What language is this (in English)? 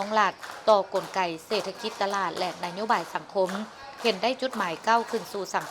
Lao